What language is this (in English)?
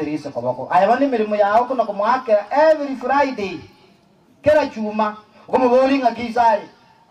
Gusii